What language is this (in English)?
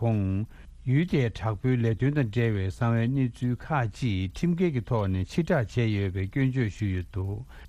Tibetan